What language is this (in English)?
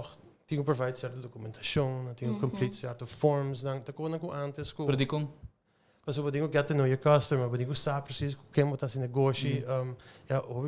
Papiamento